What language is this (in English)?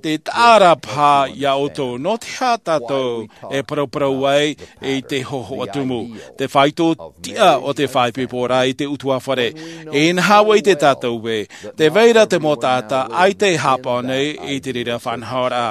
Tahitian